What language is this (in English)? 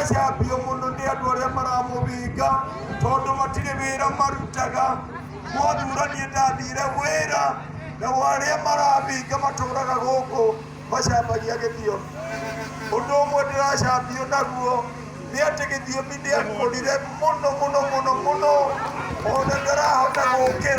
Kikuyu